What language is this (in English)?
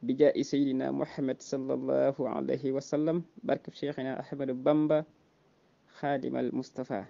Wolof